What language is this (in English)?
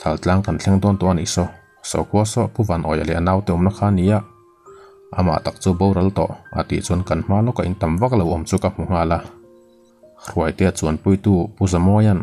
Mizo